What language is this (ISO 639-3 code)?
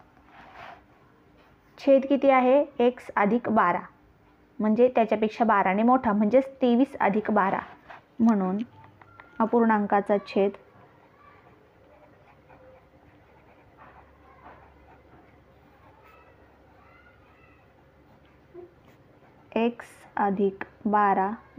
mar